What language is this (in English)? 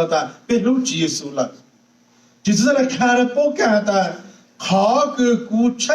Hmong